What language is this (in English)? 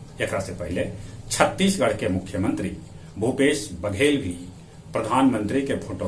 Magahi